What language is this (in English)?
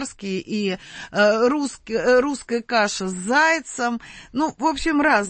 Russian